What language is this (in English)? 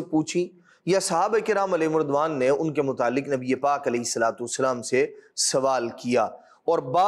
Urdu